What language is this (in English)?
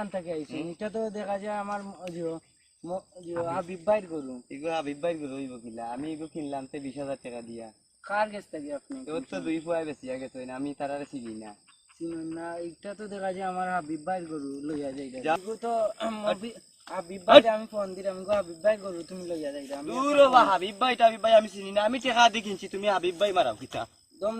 Sylheti